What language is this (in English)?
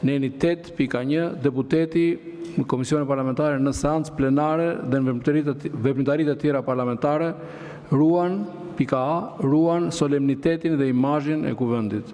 Albanian